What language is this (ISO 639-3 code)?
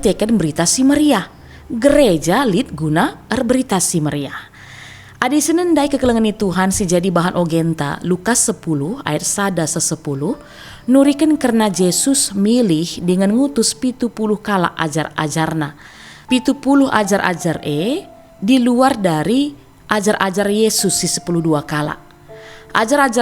btx